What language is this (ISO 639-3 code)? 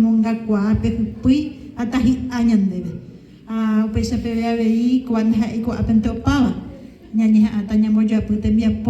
grn